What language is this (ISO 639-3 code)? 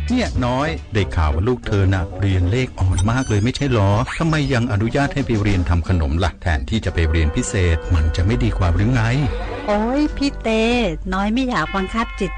tha